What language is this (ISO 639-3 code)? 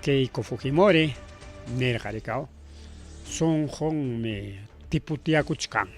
quy